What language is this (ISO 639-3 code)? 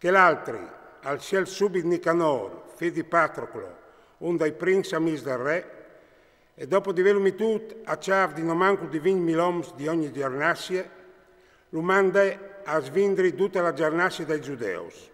fur